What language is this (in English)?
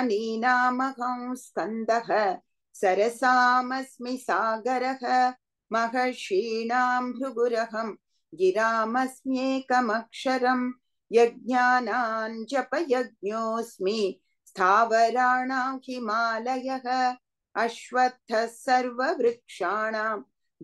Sanskrit